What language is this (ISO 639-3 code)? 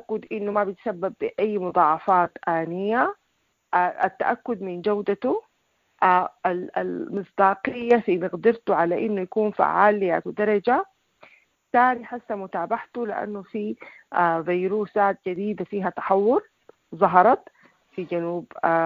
apd